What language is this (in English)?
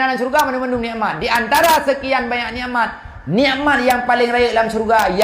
Achinese